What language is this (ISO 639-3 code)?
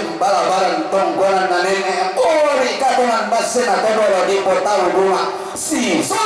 sda